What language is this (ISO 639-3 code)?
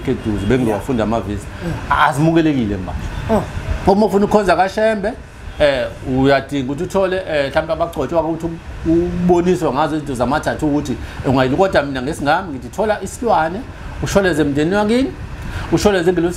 zul